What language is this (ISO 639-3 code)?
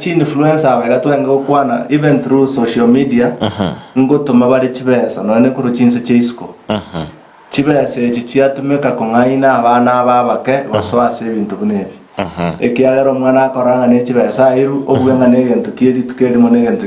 guz